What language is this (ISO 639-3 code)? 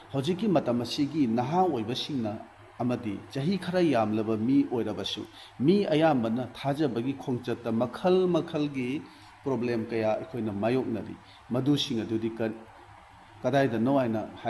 mni